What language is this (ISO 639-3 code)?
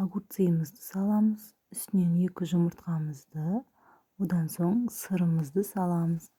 kaz